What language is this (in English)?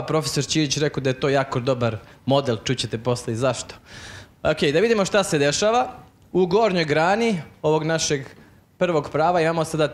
Serbian